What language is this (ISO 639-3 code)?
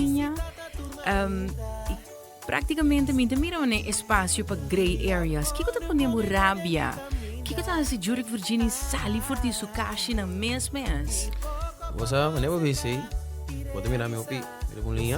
pap